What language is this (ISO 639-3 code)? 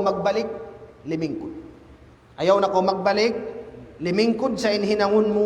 tsg